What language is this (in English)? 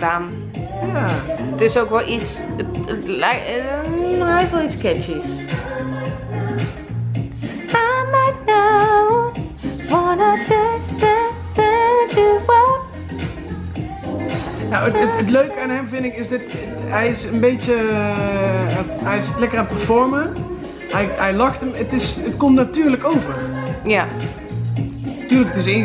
Dutch